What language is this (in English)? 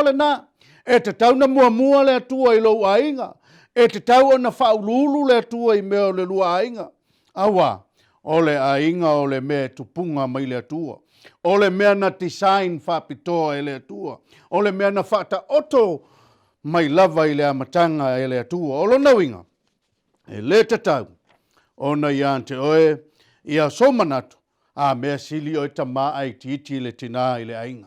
Samoan